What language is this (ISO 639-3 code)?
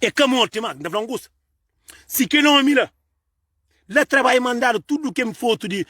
kea